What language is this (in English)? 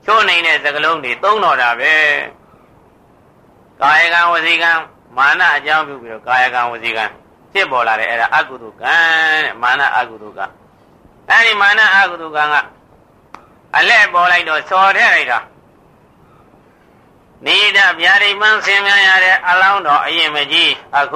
Burmese